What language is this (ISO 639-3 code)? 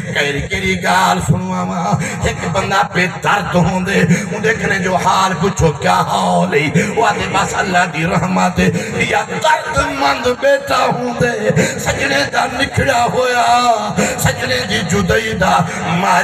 skr